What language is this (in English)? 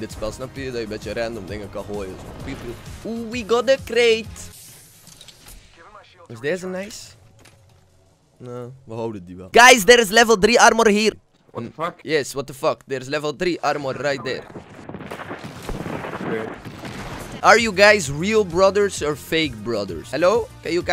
Dutch